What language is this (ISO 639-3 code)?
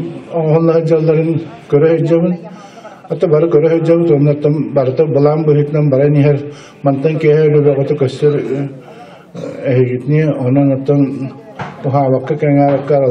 sah